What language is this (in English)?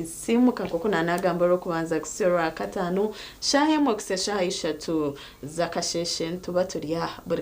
Nyankole